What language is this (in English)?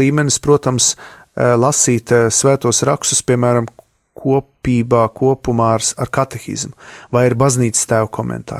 Latvian